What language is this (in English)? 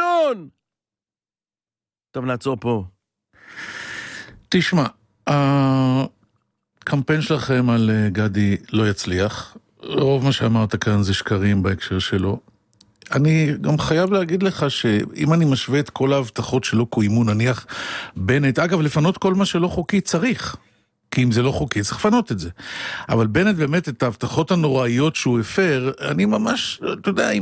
Hebrew